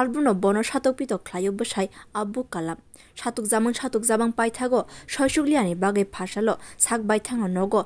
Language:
Kok Borok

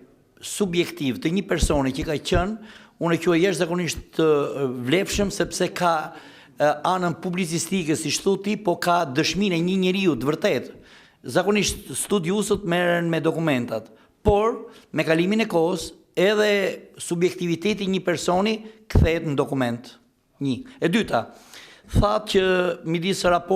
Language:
Albanian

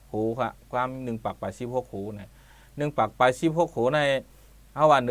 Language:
Shan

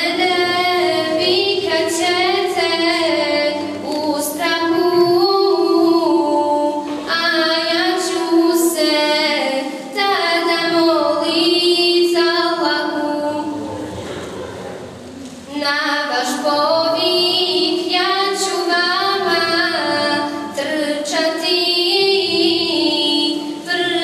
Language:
Bosnian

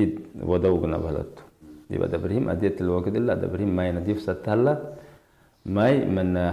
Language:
Tigre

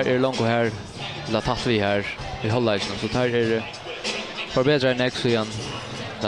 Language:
Faroese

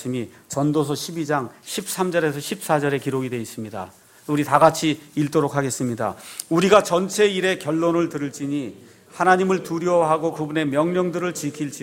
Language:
Korean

